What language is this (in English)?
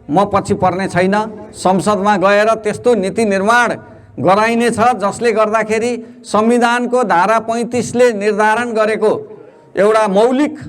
Nepali